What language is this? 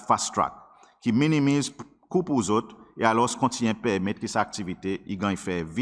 Seselwa Creole French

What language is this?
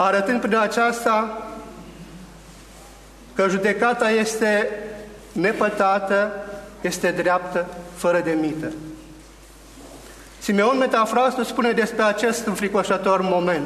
Romanian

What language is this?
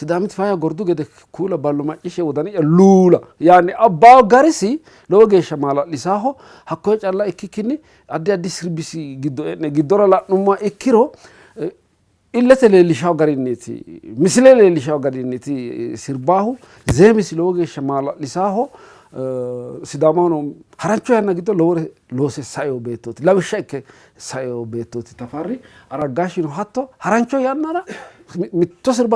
Sidamo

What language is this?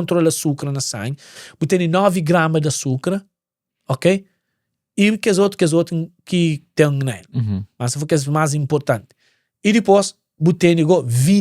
Kabuverdianu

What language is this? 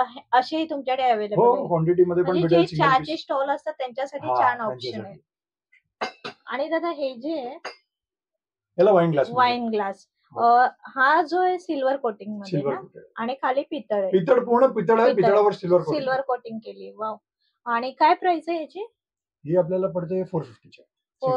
Marathi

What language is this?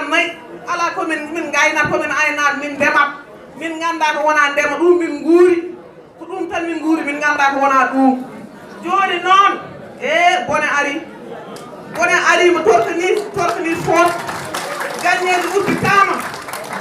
Wolof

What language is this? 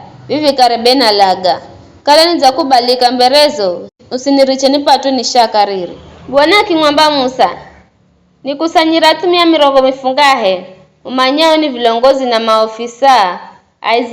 Giryama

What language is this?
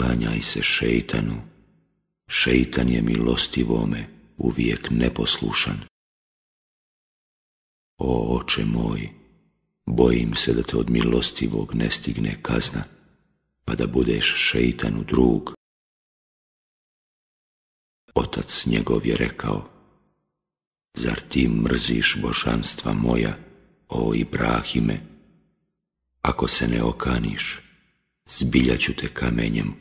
Bosnian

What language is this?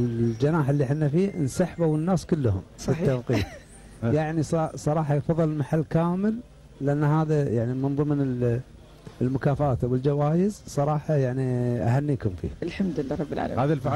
Gulf Arabic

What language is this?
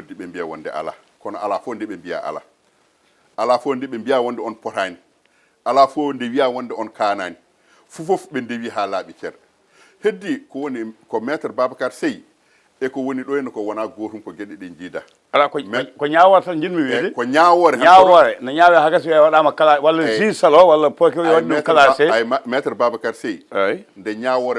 Fula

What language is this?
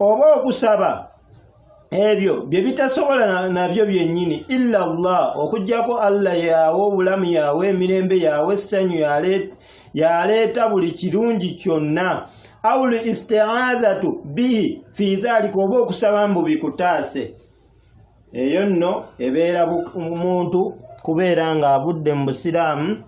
Ganda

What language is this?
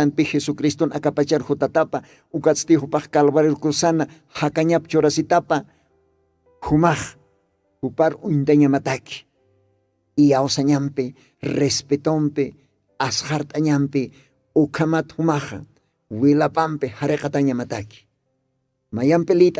Aymara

